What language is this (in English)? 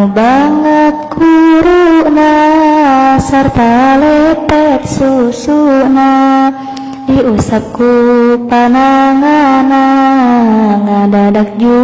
Sundanese